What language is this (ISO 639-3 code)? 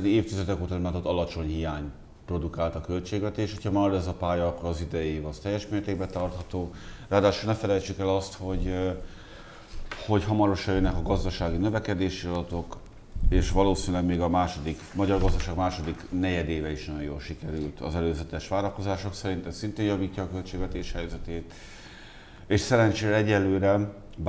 hun